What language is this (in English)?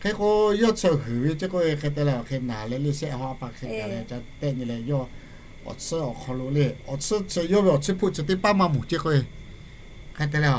Lahu